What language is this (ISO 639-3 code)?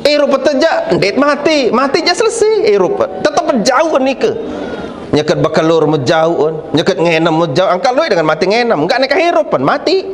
sas